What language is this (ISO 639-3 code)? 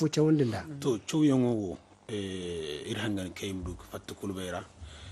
dje